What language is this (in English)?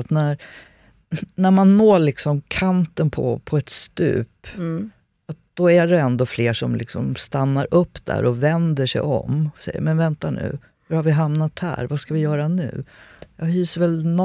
Swedish